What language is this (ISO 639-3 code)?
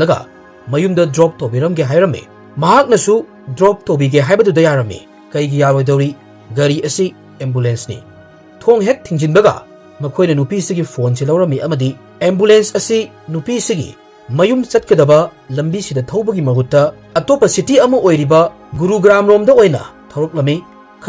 mni